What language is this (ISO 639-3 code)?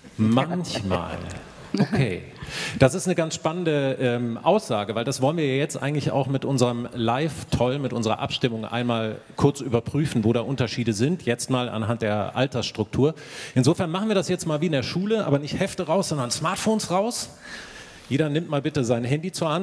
deu